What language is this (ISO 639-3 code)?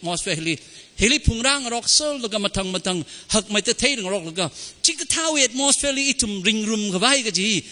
nmf